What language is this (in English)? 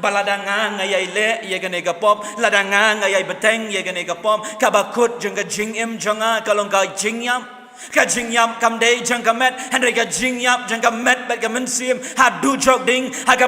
Khasi